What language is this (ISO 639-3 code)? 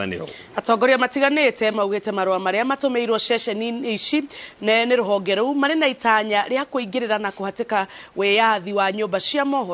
kik